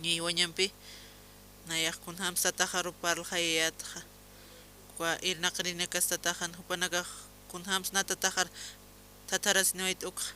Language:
Aymara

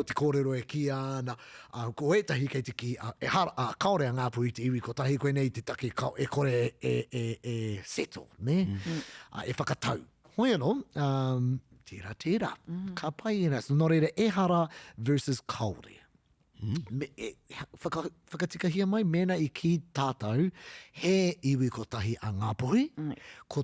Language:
Māori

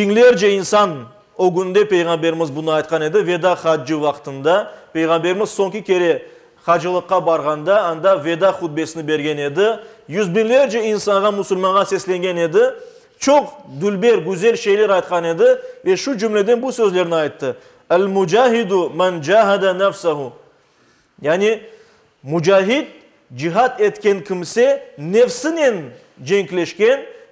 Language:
Crimean Tatar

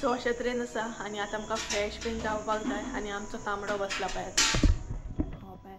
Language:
Konkani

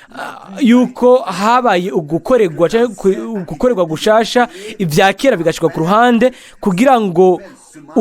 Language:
Rundi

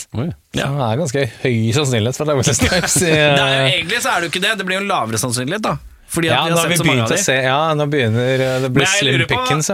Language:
Norwegian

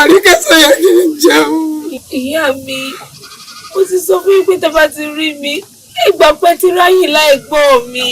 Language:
Yoruba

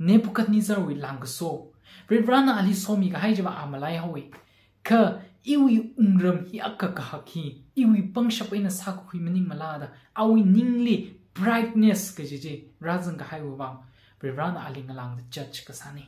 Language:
Tangkhul Naga (India)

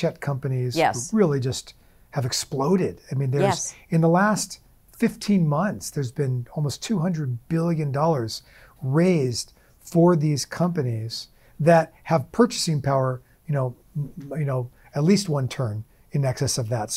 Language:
English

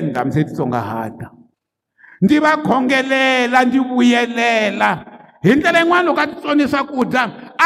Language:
Tsonga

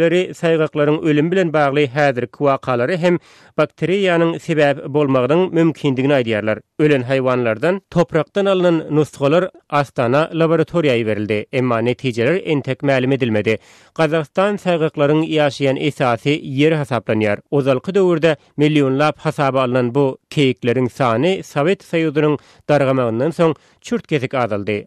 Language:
Turkmen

